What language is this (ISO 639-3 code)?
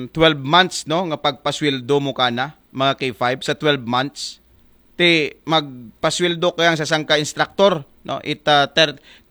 akl